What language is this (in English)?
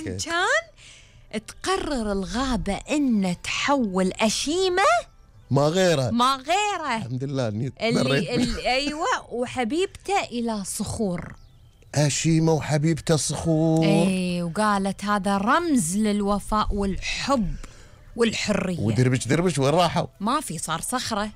Gulf Arabic